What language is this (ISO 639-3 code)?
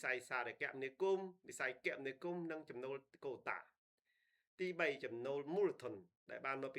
khm